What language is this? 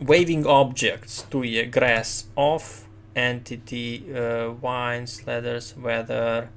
Rusyn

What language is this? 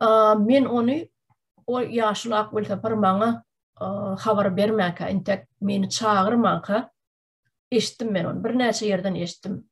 Turkmen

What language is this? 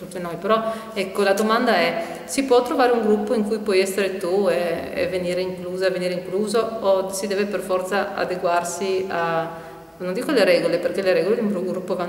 Italian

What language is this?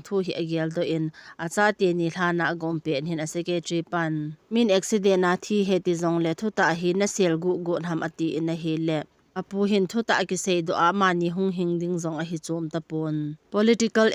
Thado Chin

